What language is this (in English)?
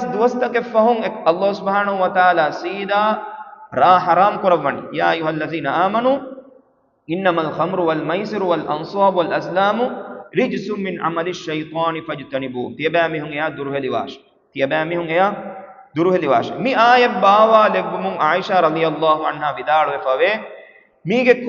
Divehi